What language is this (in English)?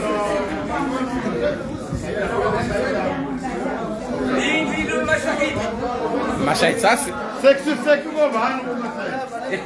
Swahili